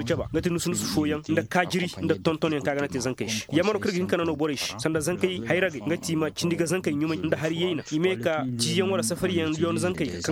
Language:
Koyraboro Senni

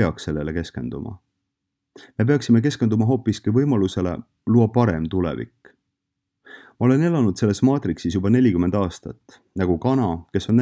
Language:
Estonian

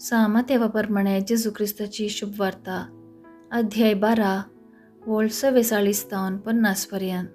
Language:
Konkani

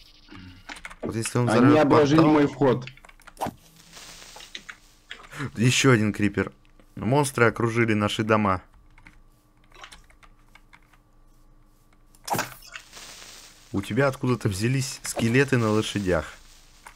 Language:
Russian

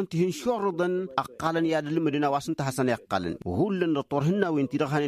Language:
Tamasheq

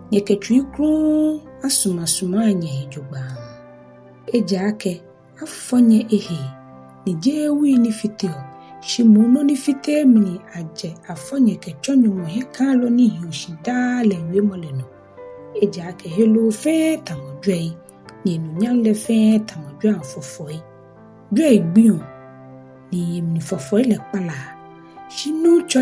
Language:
Ga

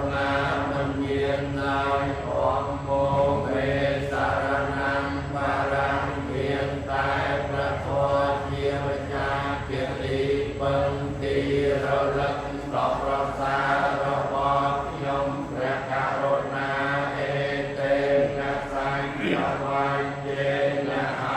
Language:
Khmer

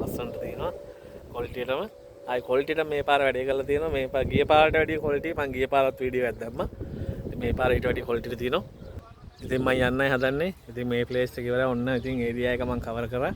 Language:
Sinhala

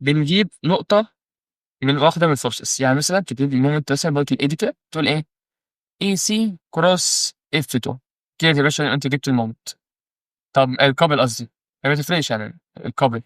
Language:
Egyptian Arabic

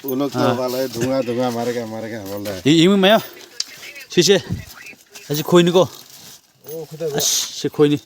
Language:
Manipuri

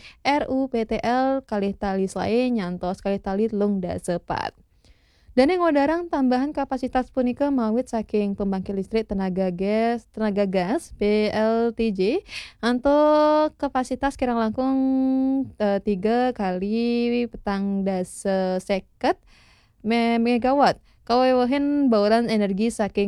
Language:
Balinese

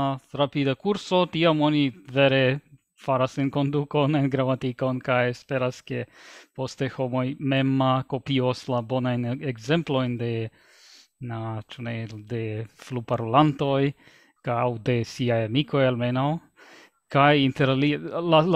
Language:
Esperanto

